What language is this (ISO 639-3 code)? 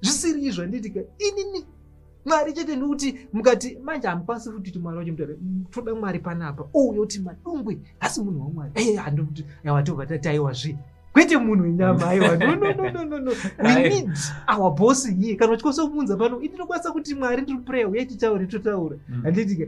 sna